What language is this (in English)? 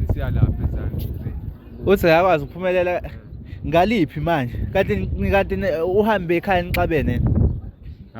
Zulu